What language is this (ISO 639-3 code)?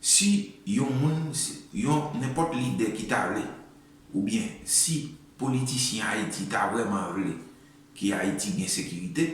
hat